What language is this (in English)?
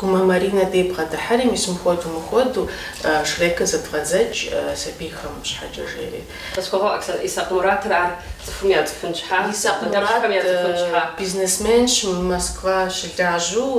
Kabardian